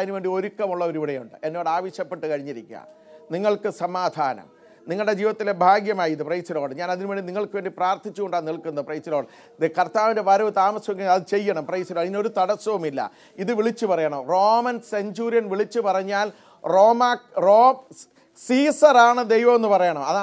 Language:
Malayalam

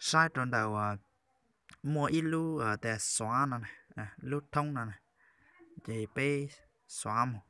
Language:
Hmong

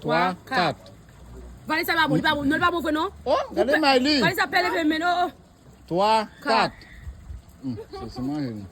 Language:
Haitian Creole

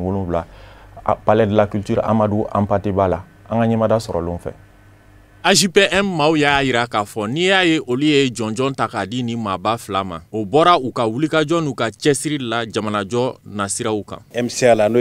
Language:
Bambara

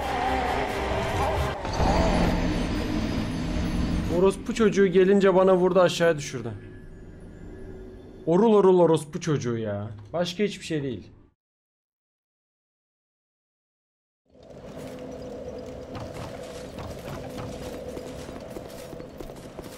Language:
Turkish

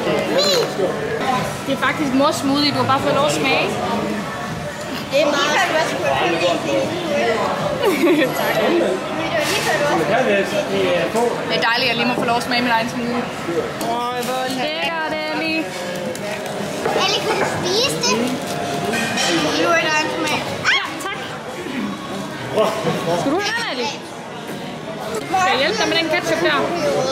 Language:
Danish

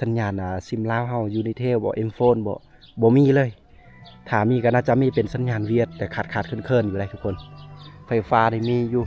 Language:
Lao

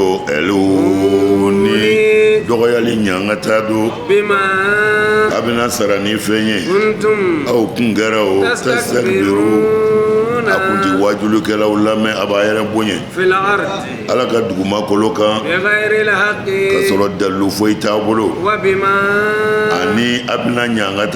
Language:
Bambara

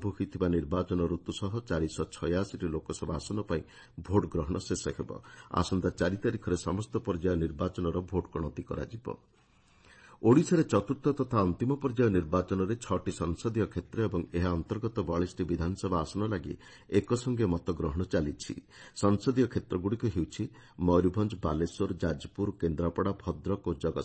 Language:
Odia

